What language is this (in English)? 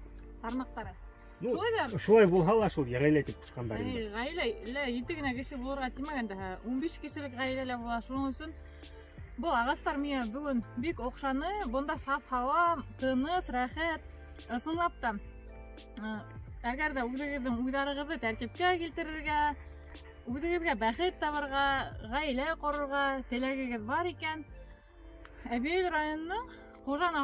Bashkir